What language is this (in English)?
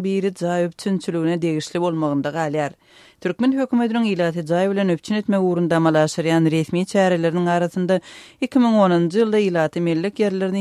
Turkmen